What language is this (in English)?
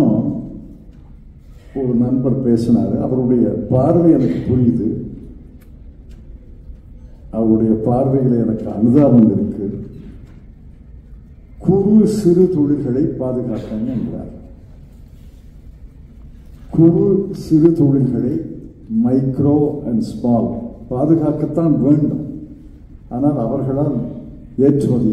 Tamil